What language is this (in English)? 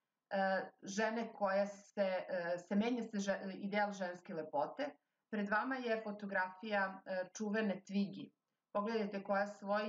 Serbian